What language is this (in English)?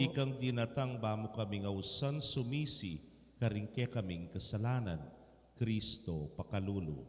Pampanga